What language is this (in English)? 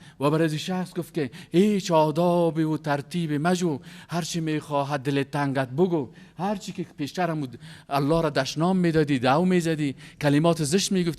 Persian